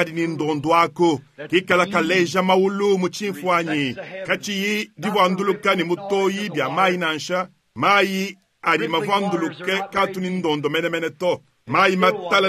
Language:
Luba-Lulua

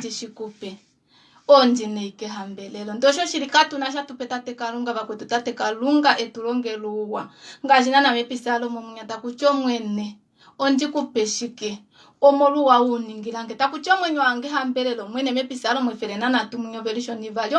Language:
Kuanyama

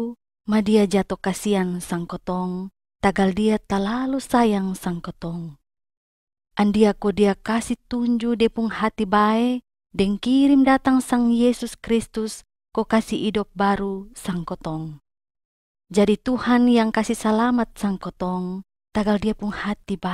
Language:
Kupang Malay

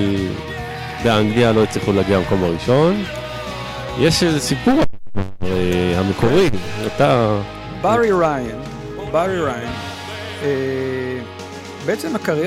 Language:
Hebrew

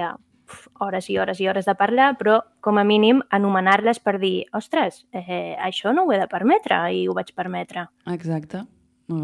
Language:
Catalan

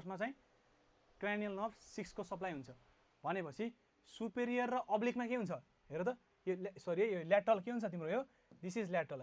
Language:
Nepali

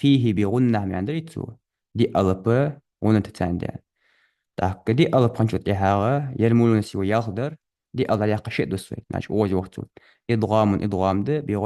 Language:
Ingush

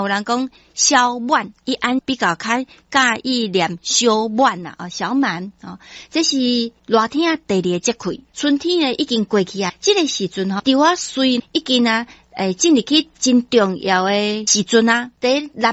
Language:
Min Nan Chinese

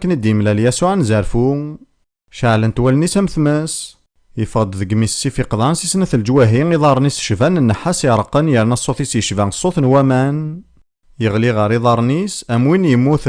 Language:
Kabyle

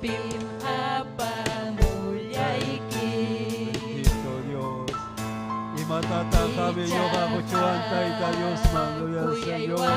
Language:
Ayacucho Quechua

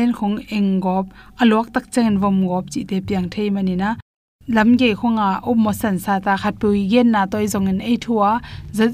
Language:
Tedim Chin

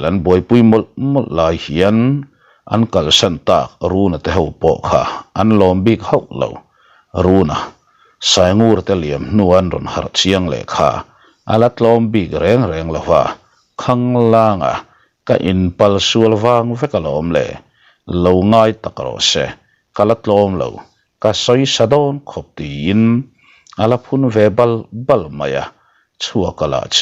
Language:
Mizo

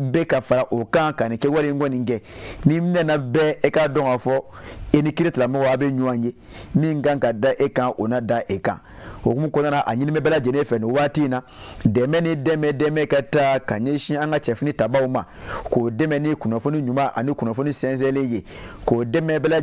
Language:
Bambara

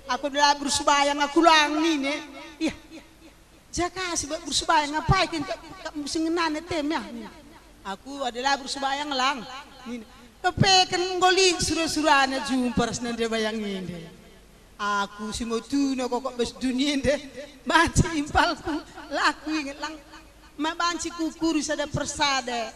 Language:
Batak Karo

